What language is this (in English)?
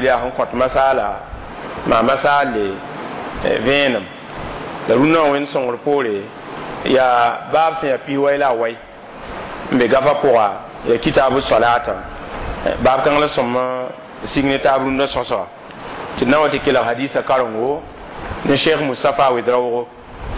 Mossi